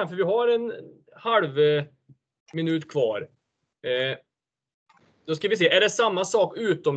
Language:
Swedish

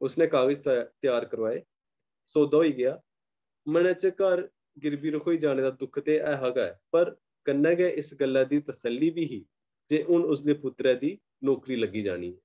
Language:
Dogri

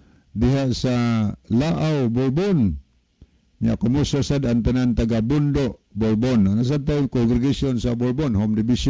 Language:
Cebuano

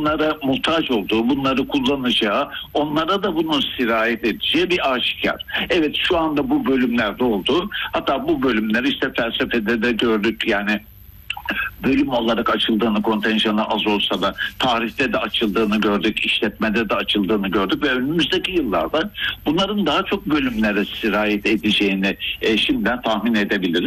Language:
Turkish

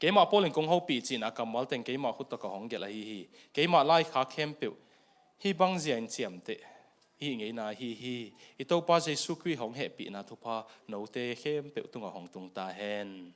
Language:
Tedim Chin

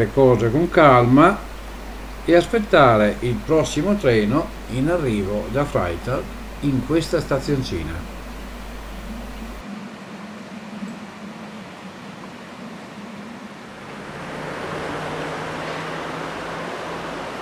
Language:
Italian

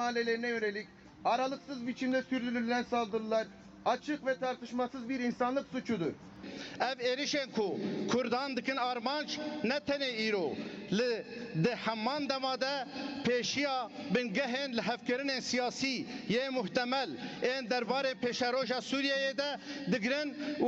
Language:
Kurdish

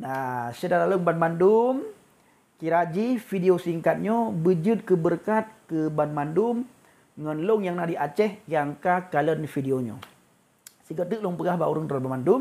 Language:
Achinese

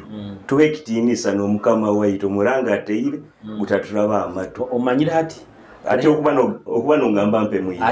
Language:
Nyoro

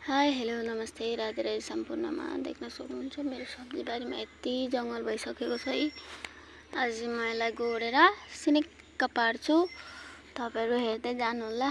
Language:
Nepali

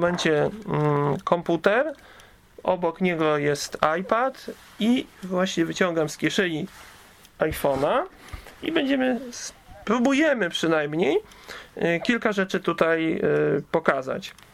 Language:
Polish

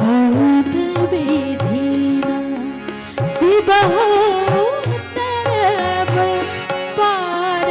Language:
Maithili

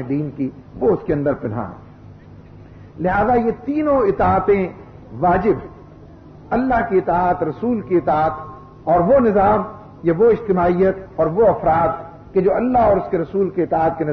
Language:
Urdu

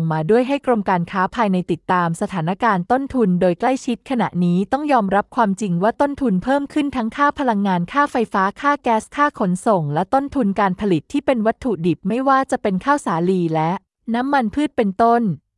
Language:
Thai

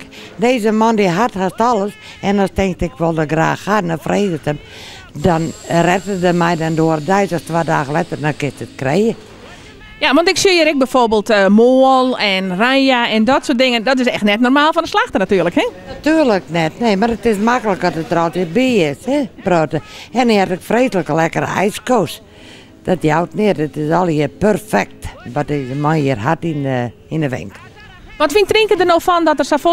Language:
Western Frisian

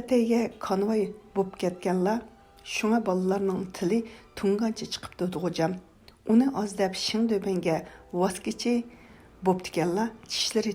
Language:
Uyghur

